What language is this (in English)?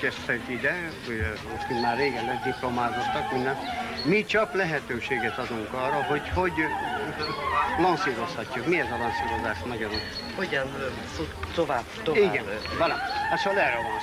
Hungarian